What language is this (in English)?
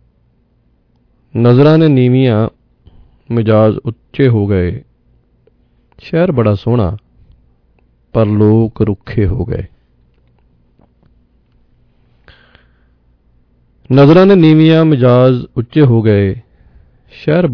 Punjabi